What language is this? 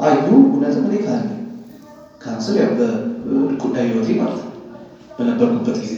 Amharic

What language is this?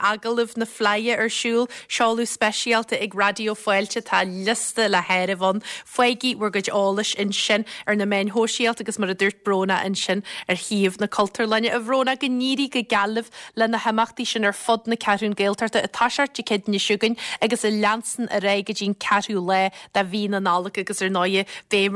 Irish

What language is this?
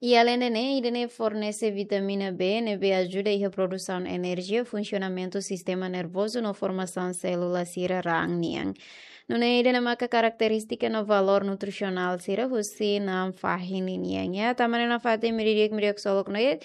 Tetum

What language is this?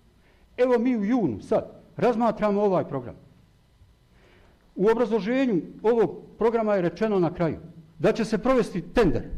Bosnian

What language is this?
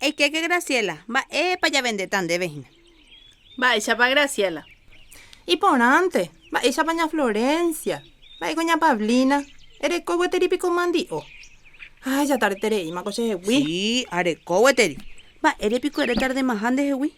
Guarani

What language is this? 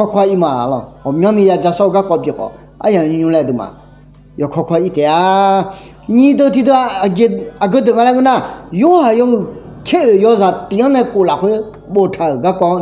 Akha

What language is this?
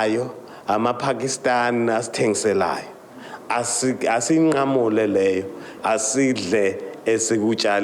Zulu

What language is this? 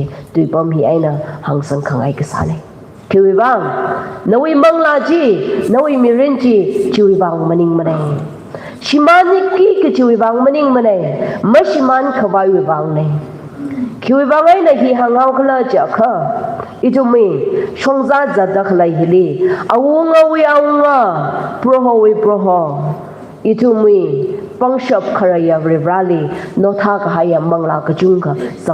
Tangkhul Naga (India)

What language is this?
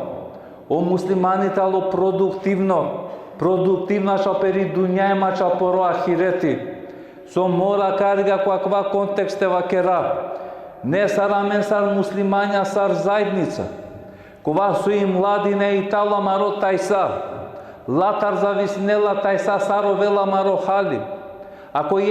Balkan Romani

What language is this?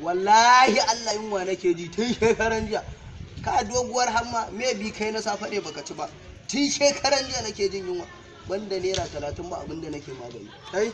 Hausa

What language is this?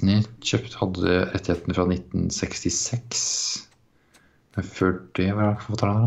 Norwegian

